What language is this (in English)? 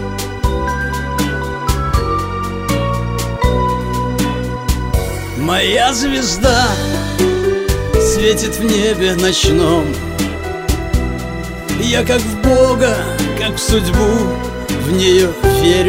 Russian